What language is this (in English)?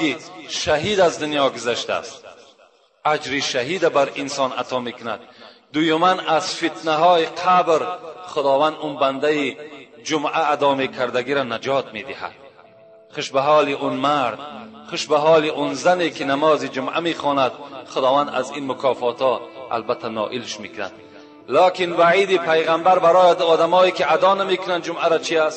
Tajik